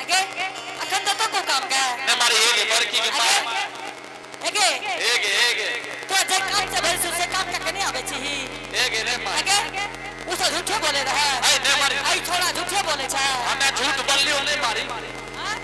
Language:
Angika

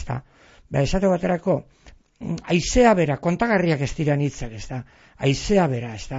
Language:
Basque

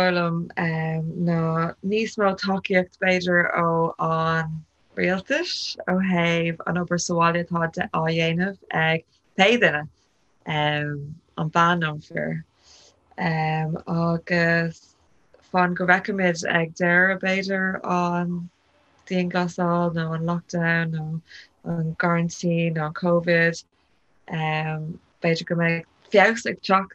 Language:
Irish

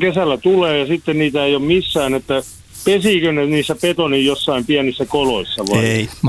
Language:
Finnish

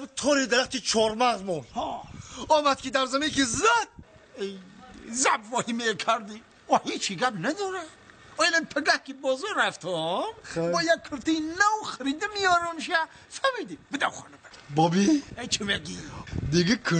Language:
Tajik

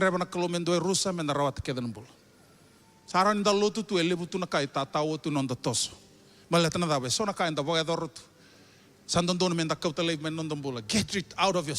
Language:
Fijian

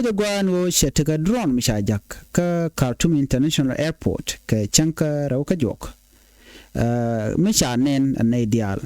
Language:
Nuer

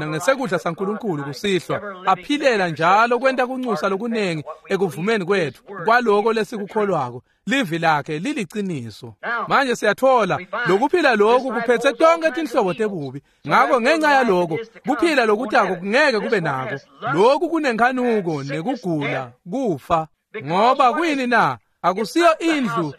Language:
Swati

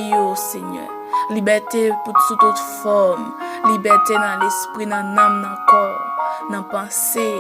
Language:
Haitian Creole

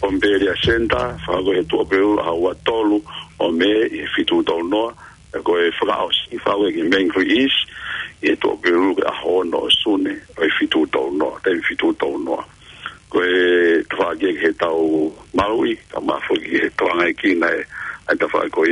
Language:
Tongan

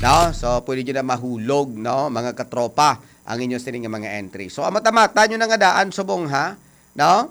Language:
Hiligaynon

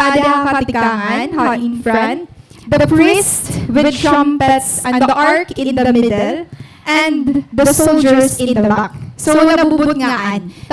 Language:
Waray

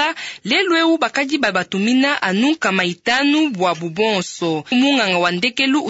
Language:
Luba-Lulua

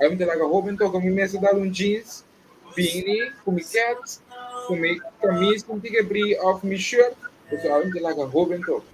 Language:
Papiamento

